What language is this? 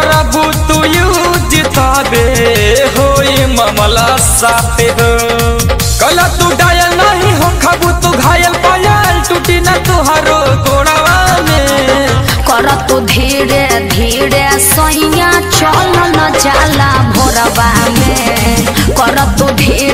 Bhojpuri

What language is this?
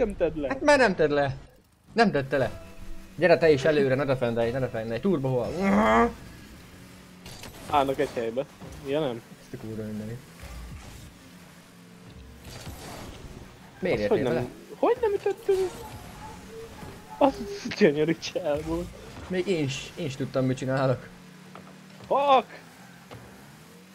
Hungarian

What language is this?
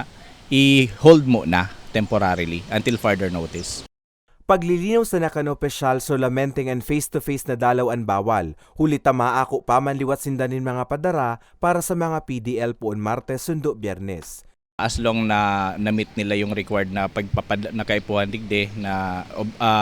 Bikol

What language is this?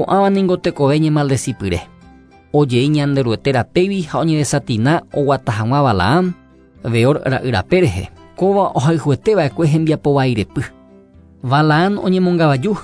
Guarani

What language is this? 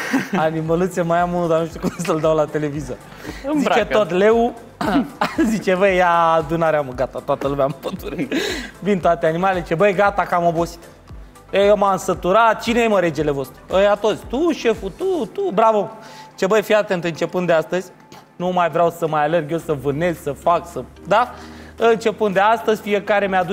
Romanian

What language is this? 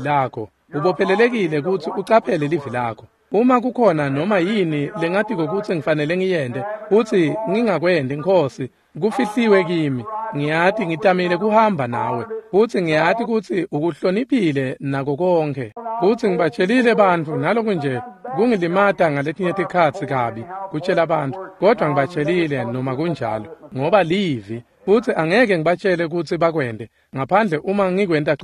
Swati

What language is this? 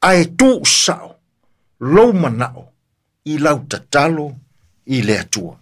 Samoan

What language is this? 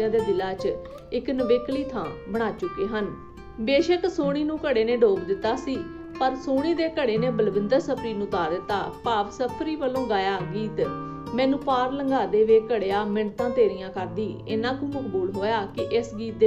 Punjabi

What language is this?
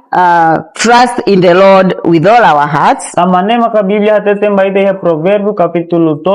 Tetum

